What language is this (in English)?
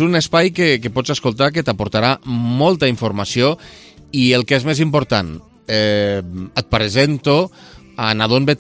Catalan